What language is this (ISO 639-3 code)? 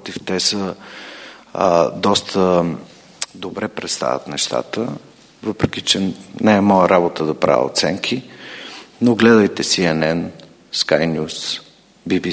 bul